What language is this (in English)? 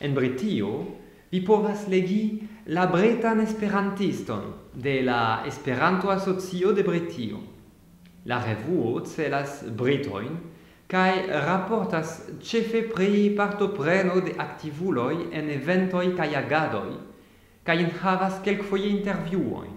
Esperanto